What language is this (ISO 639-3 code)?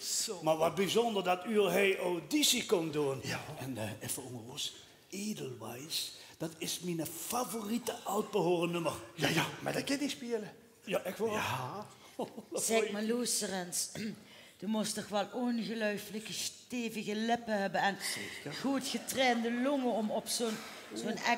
lim